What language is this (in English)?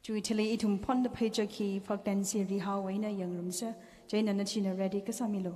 Tangkhul Naga (India)